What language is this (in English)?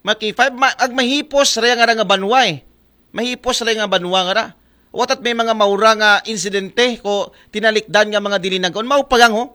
Aklanon